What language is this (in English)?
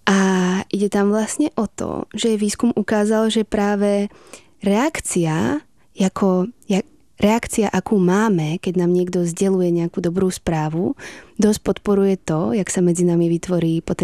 Slovak